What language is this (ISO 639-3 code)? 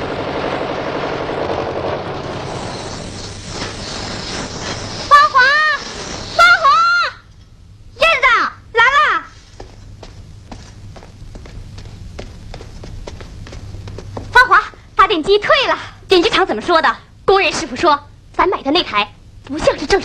zho